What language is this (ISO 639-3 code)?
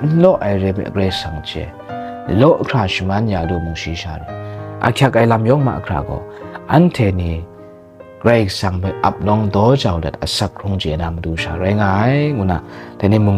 kac